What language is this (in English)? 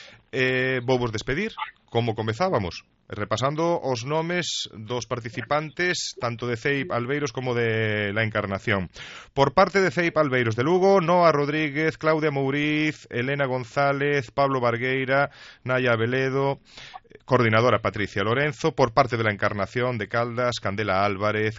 Galician